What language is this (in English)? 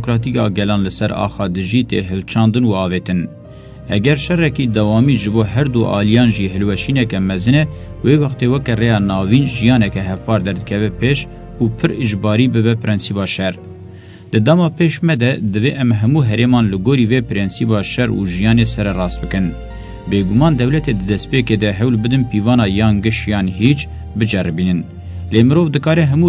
Kurdish